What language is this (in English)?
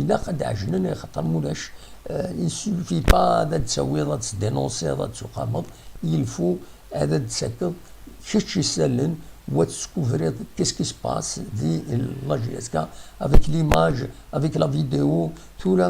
Kabyle